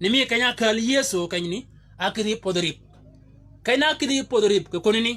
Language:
Shilluk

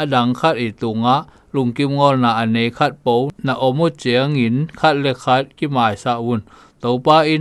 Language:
Zou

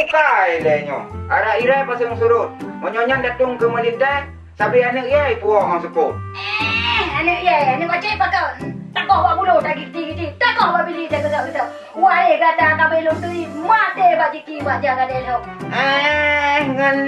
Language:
Achinese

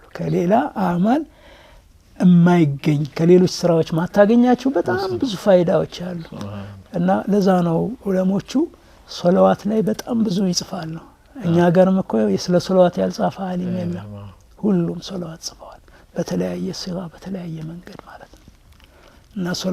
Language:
Amharic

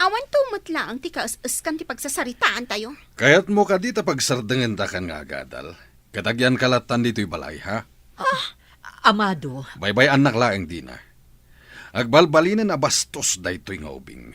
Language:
Iloko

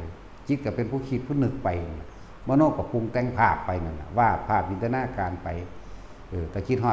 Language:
Northeastern Thai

